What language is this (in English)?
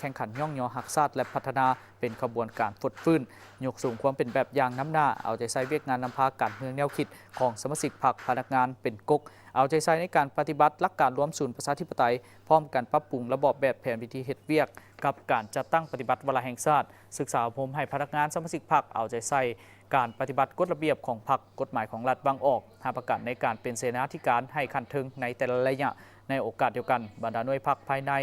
Lao